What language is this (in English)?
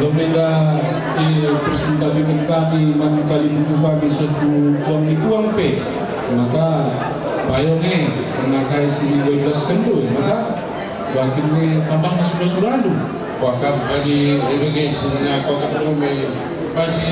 Batak Karo